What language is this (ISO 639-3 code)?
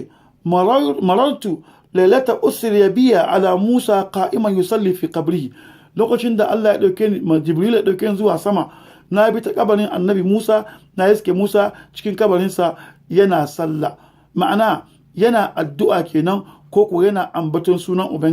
hau